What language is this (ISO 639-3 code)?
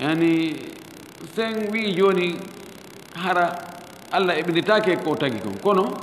ful